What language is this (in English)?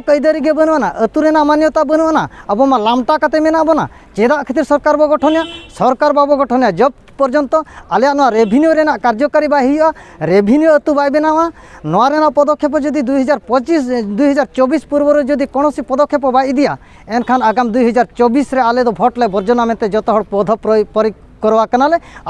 Santali